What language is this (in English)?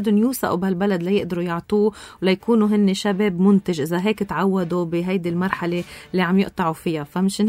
North Levantine Arabic